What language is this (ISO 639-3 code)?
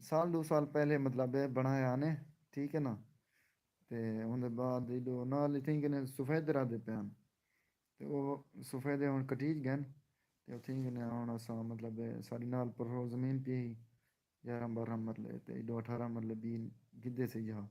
skr